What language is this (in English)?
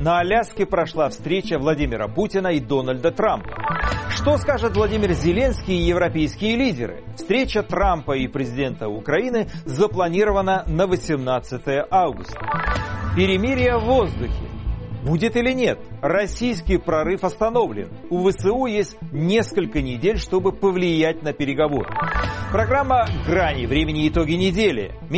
Russian